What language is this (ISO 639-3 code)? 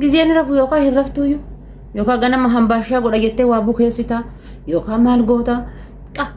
orm